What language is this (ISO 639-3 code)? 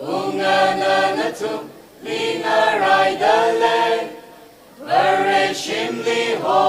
nmf